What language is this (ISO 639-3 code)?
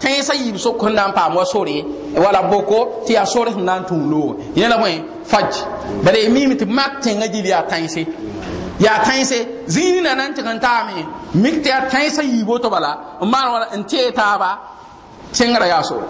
mos